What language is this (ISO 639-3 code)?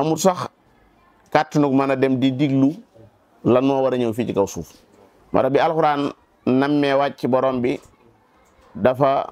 wol